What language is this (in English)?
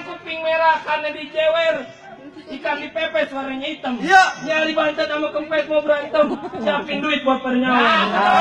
Betawi